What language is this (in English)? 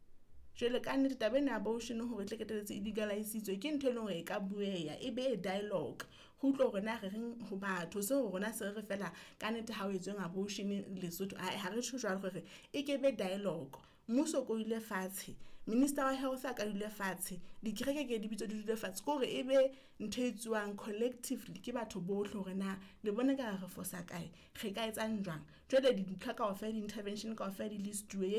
Southern Sotho